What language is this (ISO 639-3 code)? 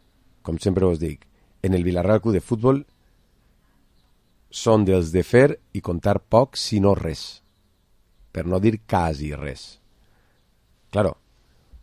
cat